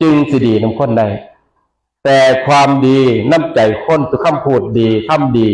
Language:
Northeastern Thai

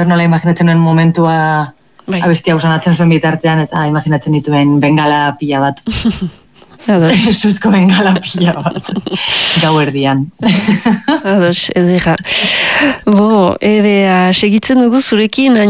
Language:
Basque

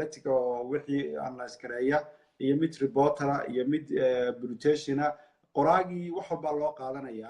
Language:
Somali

